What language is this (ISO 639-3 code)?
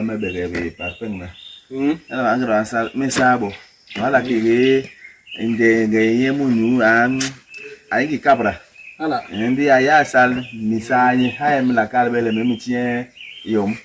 bas